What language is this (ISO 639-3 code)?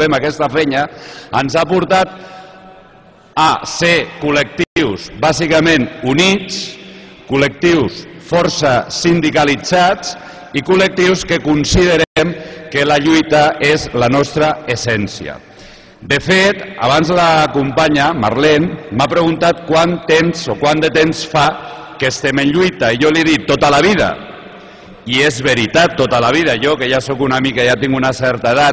cat